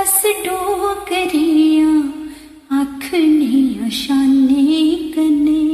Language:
Dogri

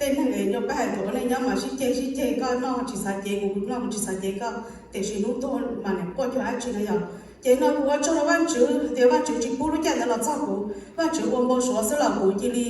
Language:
Hmong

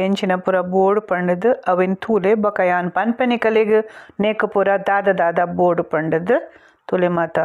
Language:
Tulu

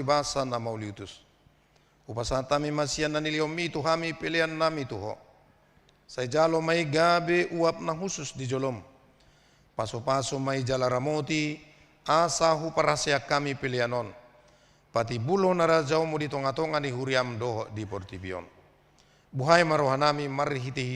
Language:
Batak Toba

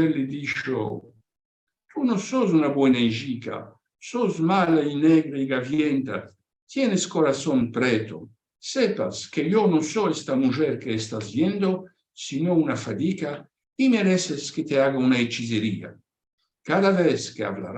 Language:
Ladino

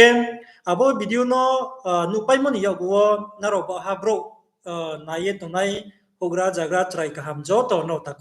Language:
Riang (India)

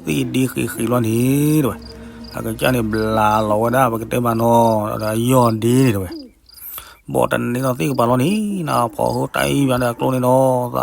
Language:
S'gaw Karen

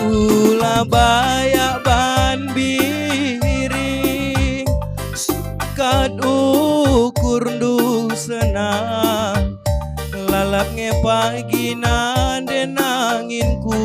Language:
Batak Karo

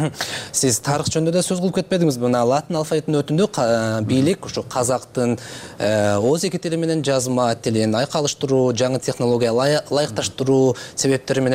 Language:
Kyrgyz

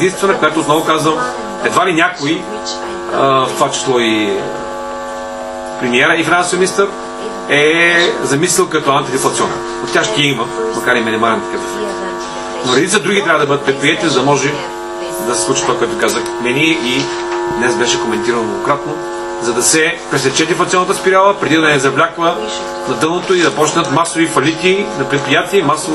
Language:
Bulgarian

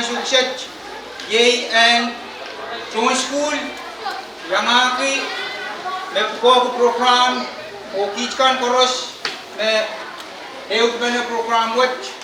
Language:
Pohnpeian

